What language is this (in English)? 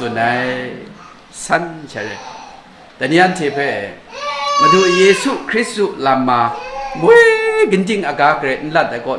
Kachin